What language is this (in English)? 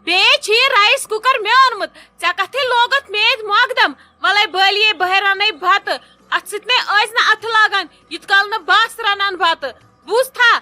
Kashmiri